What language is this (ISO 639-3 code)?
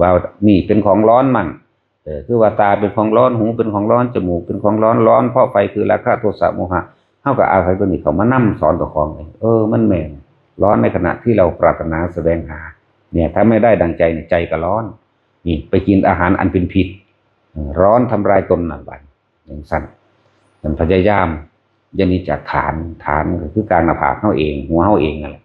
tts